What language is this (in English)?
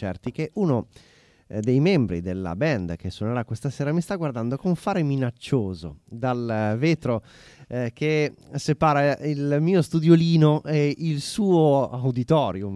Italian